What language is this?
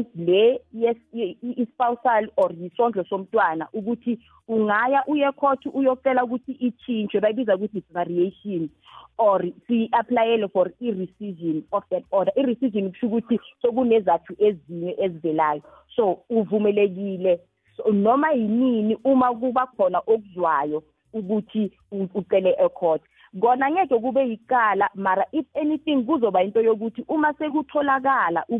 South Ndebele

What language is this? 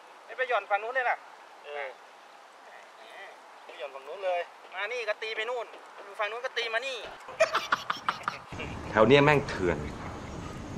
Thai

